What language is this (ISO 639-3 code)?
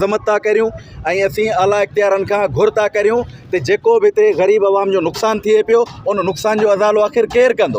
snd